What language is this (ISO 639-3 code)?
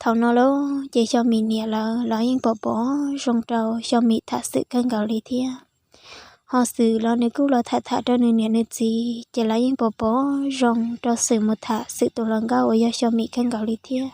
hmn